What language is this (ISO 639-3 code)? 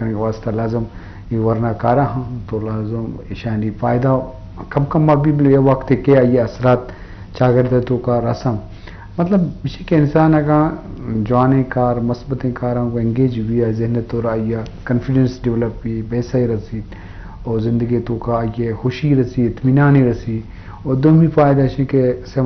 bgp